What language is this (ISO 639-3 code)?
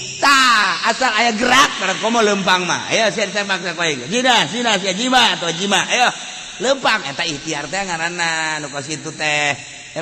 sun